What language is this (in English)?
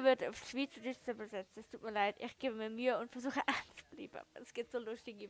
Swiss German